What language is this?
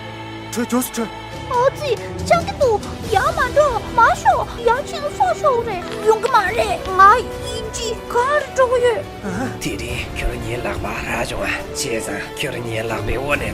Tibetan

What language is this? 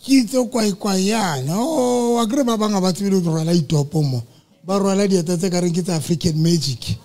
Southern Sotho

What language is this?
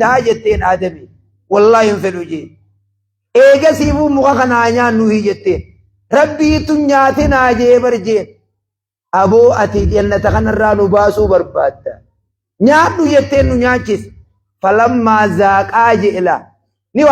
Oromo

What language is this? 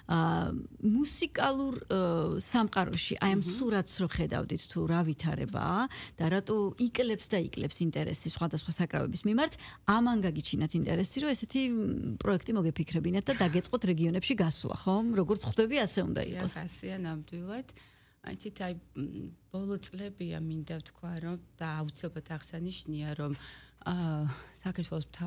Georgian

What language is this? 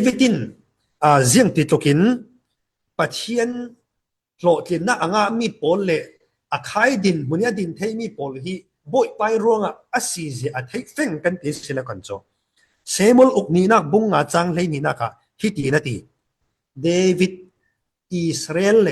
Falam Chin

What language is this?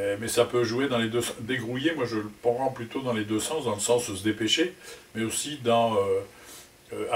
Picard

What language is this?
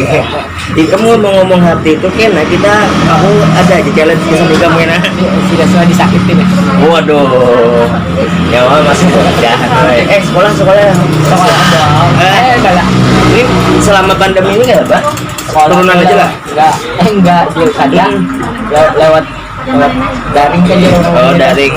Banjar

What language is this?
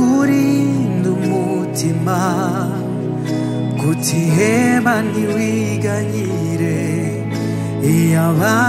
Kinyarwanda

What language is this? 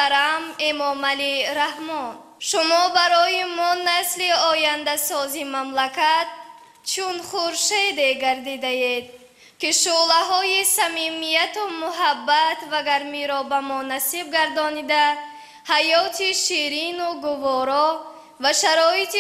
Tajik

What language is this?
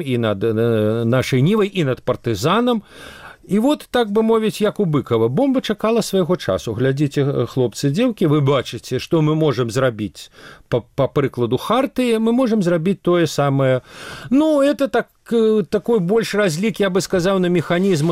Belarusian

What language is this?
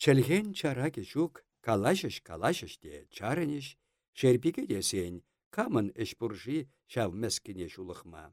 Chuvash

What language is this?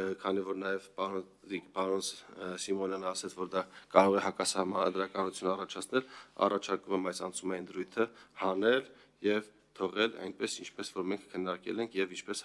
Armenian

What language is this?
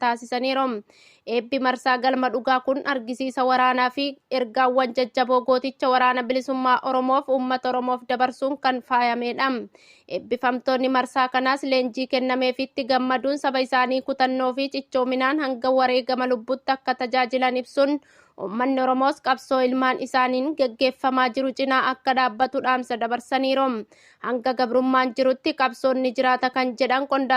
Oromo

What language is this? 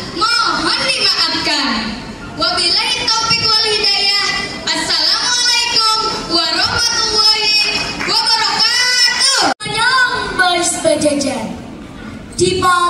Banjar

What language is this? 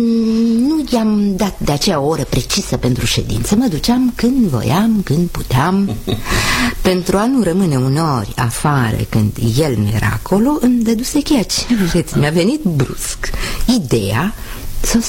Romanian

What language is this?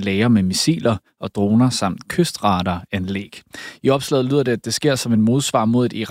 Danish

